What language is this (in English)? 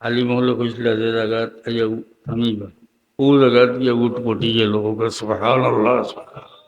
Sylheti